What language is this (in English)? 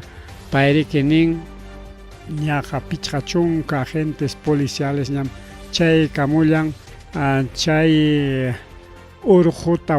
Ayacucho Quechua